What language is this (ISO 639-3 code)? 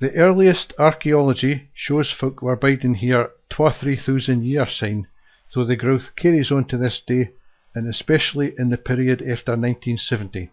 sco